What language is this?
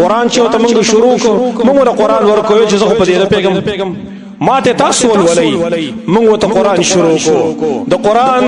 Pashto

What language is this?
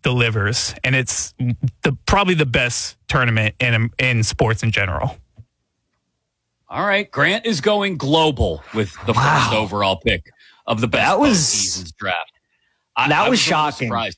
English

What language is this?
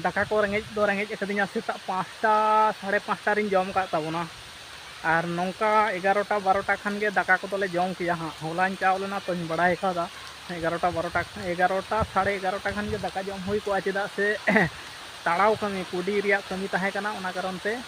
Santali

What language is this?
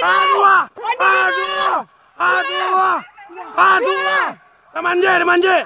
Minangkabau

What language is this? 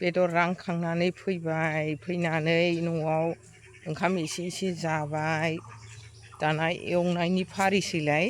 Bodo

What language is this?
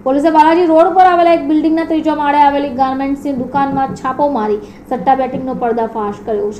Gujarati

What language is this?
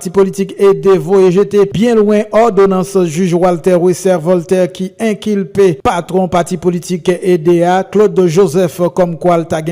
Haitian Creole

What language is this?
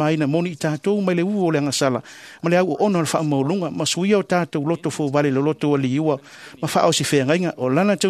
Samoan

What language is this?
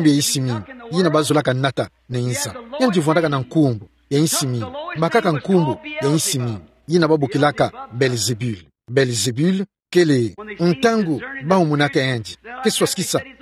Kituba (Democratic Republic of Congo)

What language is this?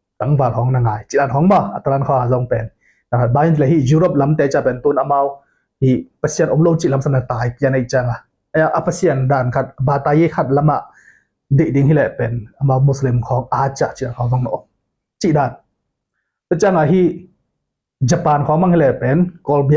Tedim Chin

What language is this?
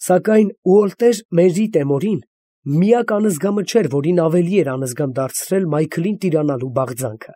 Armenian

